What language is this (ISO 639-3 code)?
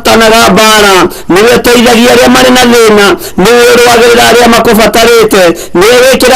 kik